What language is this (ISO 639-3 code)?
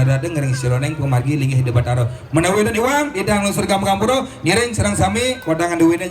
ban